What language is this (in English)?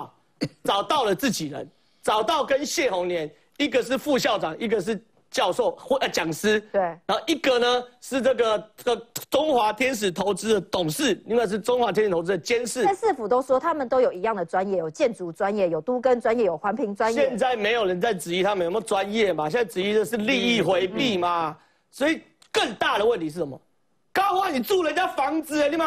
Chinese